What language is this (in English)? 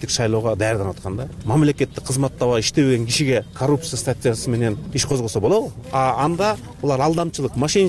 Kyrgyz